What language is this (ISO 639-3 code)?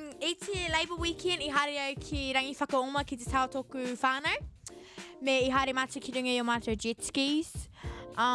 mri